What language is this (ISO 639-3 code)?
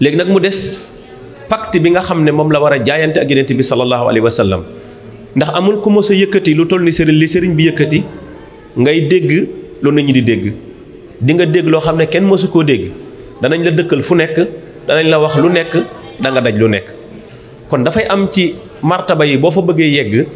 wol